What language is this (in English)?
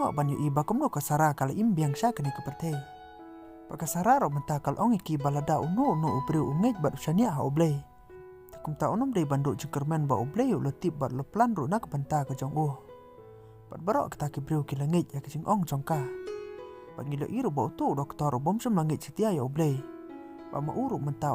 Khasi